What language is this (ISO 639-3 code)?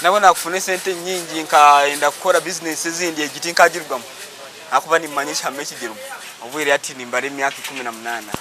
nyn